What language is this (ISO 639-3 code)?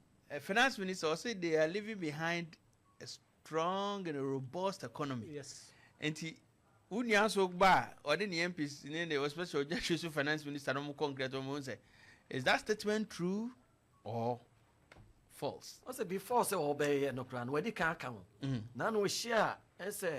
aka